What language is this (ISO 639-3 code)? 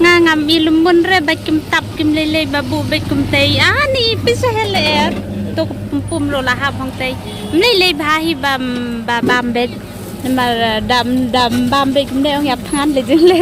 kha